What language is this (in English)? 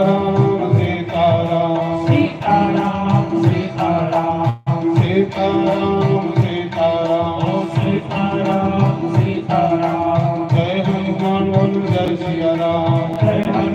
Dogri